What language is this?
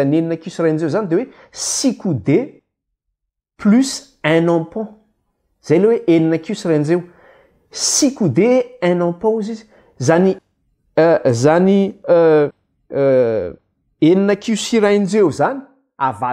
Malagasy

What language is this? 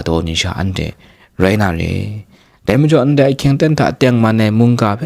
Kachin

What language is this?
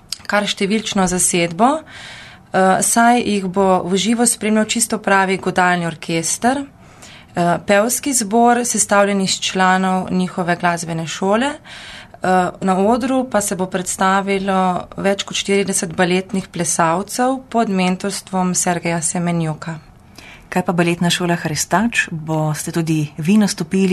Slovenian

